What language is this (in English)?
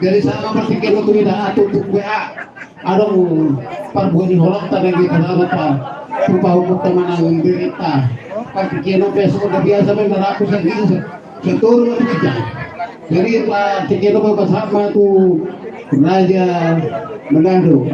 Batak Toba